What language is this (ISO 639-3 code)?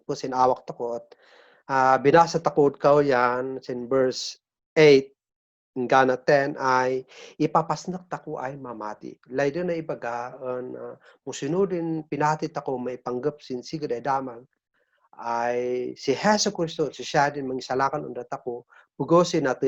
kne